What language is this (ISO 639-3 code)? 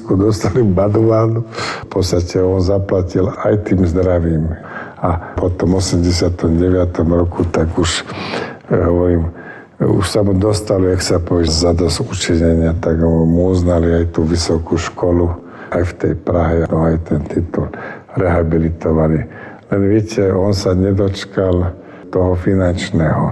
slk